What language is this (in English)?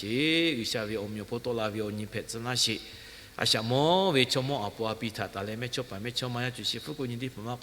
Lahu